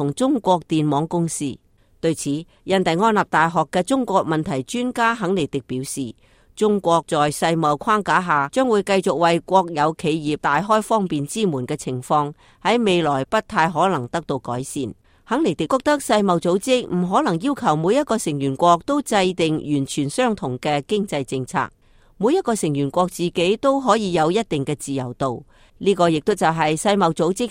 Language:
Cantonese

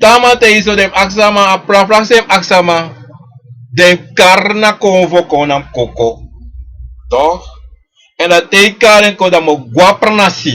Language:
Sranan Tongo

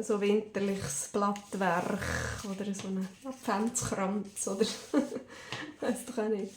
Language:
Swiss German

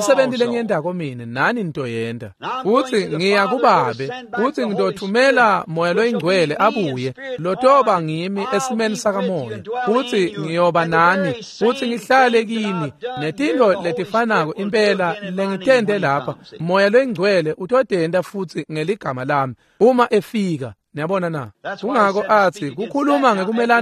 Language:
Swati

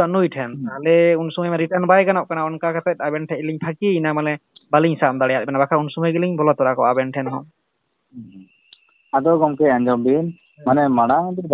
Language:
Santali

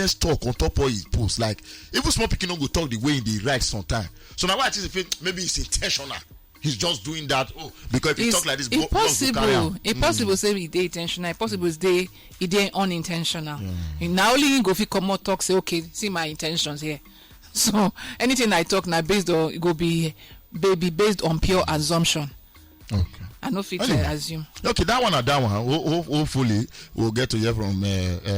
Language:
Nigerian Pidgin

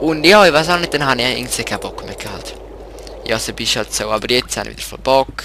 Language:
Swiss German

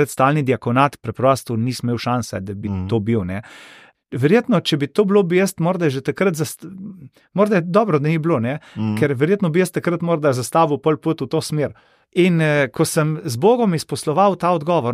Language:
Slovenian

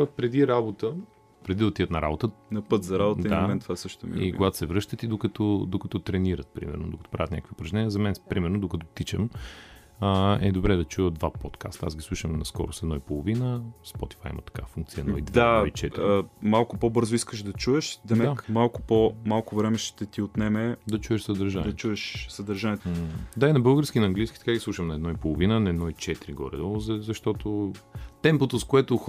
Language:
Bulgarian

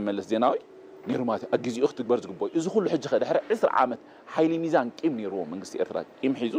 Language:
Tigrinya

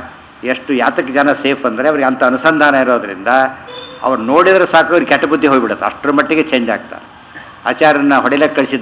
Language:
Kannada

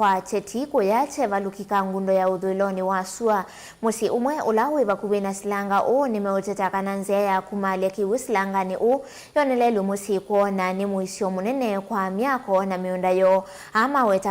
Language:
Kamba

